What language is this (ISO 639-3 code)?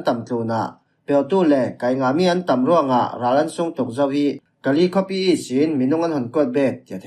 cfm